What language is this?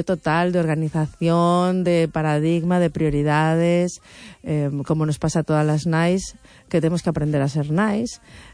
Galician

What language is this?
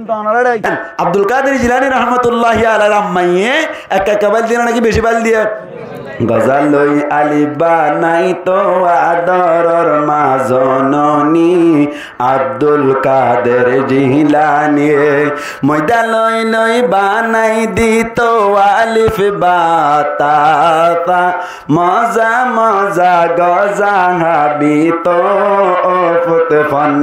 Rohingya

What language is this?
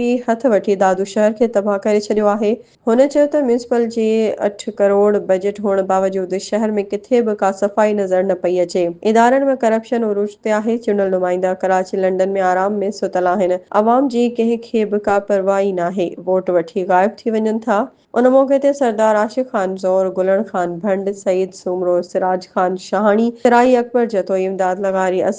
Sindhi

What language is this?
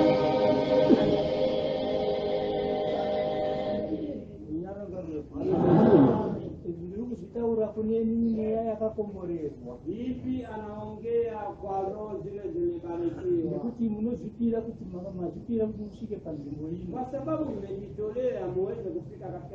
Swahili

